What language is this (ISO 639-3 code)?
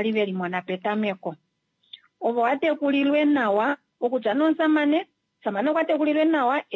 kua